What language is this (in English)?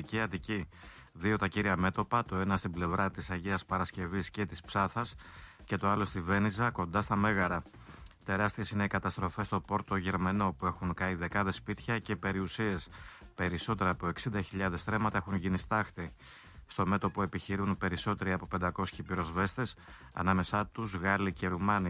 Greek